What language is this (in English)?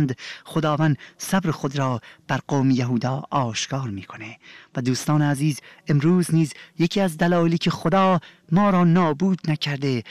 Persian